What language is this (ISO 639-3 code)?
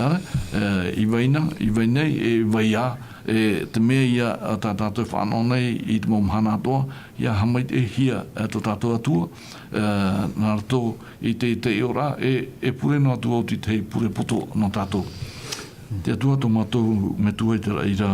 tah